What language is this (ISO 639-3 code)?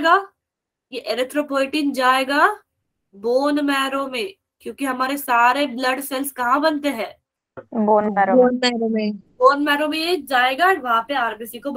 hin